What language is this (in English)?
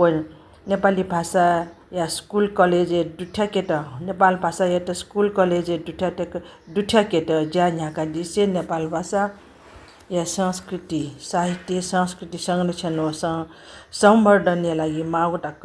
Newari